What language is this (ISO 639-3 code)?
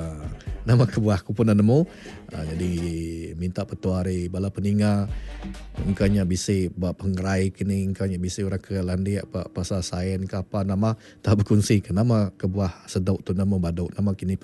iba